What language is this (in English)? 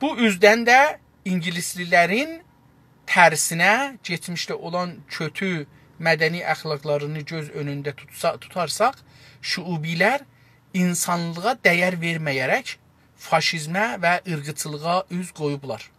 South Azerbaijani